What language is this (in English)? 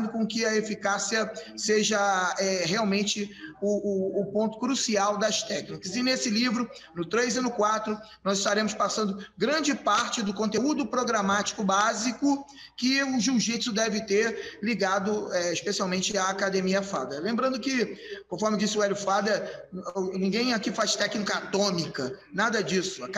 Portuguese